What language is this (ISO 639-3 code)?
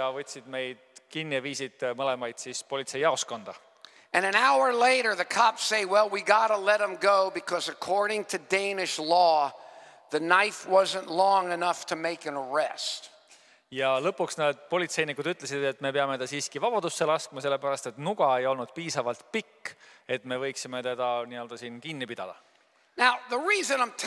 est